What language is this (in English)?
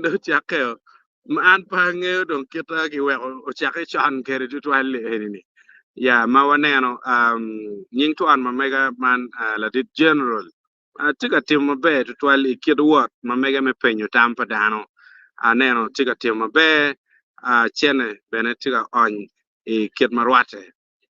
Acoli